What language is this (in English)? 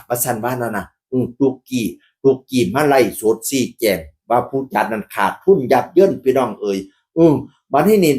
Northeastern Thai